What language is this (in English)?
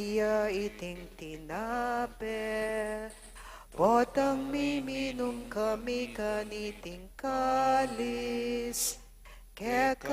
Pampanga